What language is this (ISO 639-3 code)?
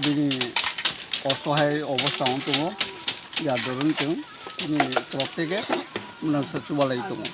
trp